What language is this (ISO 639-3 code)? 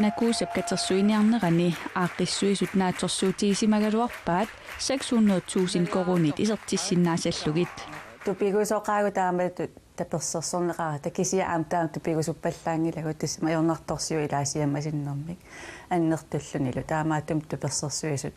kal